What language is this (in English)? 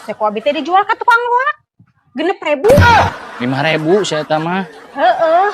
Sundanese